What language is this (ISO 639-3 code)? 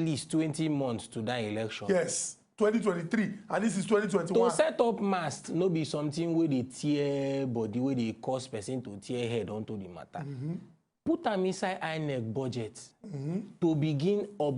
pcm